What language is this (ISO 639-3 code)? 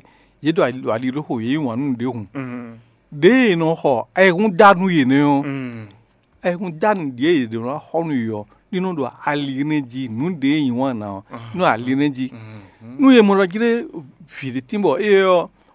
fon